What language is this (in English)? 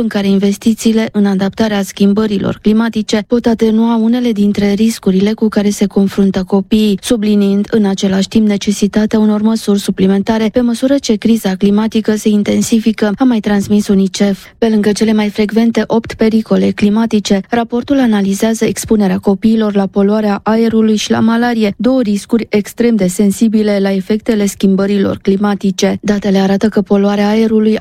Romanian